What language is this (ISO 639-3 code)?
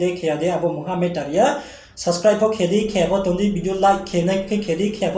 ria